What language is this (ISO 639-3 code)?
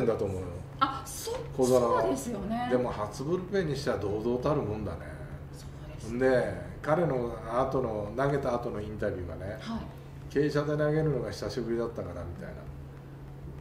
jpn